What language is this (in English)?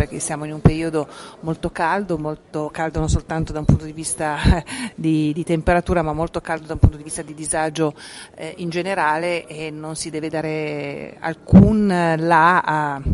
Italian